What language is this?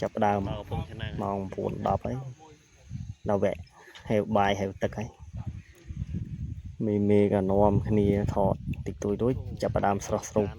Khmer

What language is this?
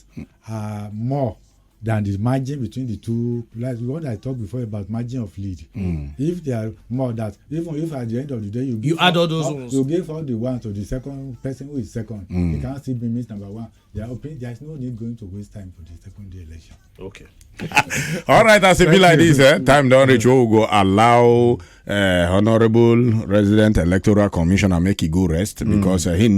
Nigerian Pidgin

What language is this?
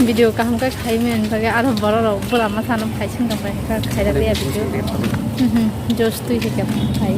Kok Borok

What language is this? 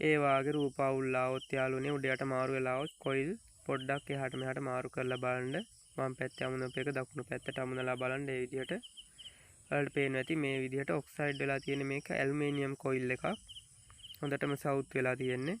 Sinhala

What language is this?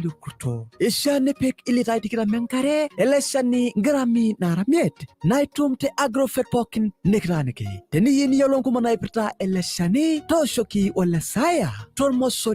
Masai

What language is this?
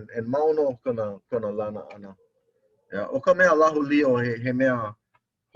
Hawaiian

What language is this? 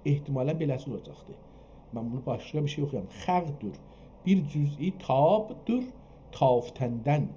South Azerbaijani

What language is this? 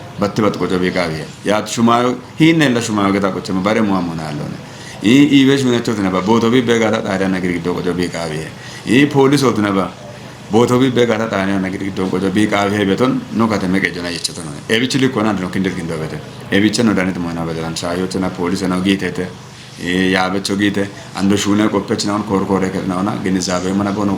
Kafa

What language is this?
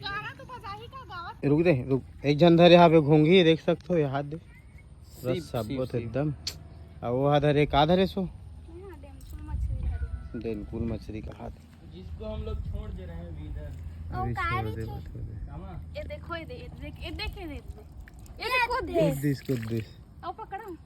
Chhattisgarhi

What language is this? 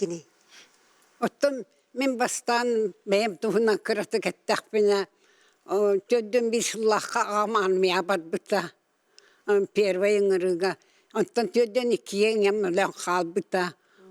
Yakut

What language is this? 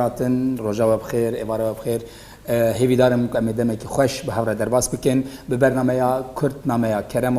Kurdish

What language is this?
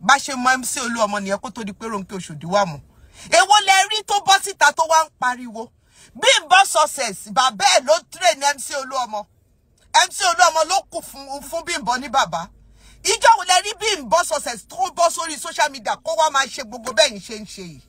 Yoruba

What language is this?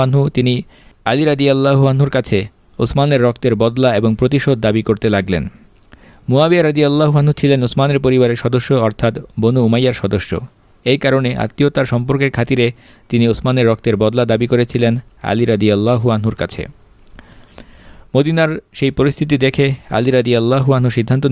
Bangla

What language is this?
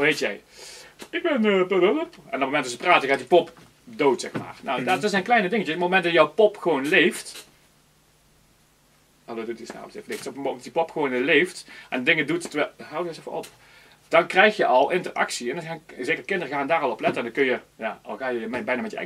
Dutch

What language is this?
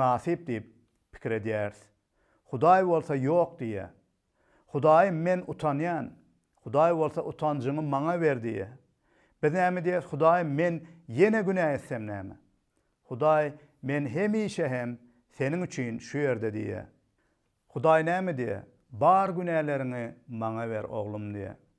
Turkmen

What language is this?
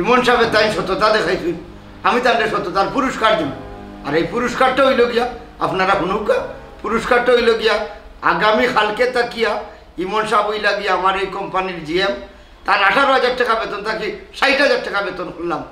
Sylheti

